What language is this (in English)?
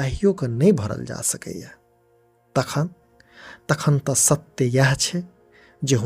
Maithili